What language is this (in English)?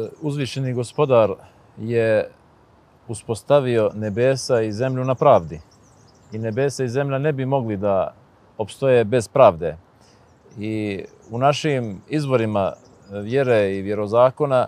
Bosnian